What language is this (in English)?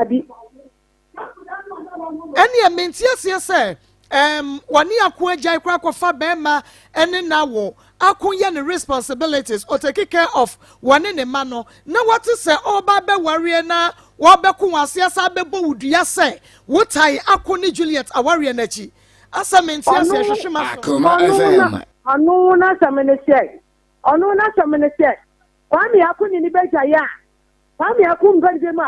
Akan